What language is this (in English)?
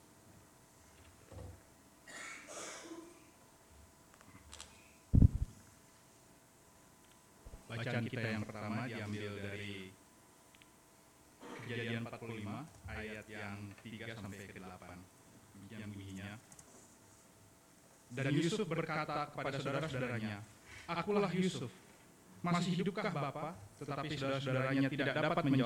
Indonesian